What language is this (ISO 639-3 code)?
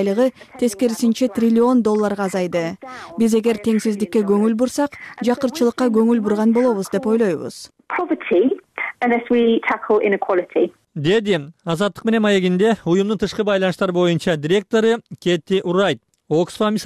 kir